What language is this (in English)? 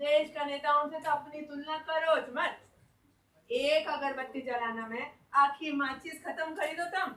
Rajasthani